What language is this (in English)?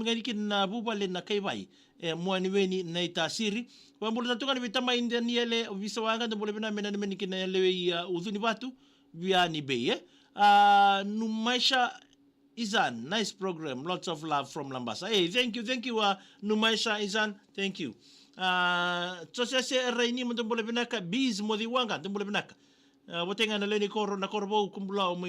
Fijian